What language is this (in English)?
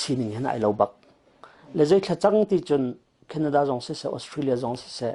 Hakha Chin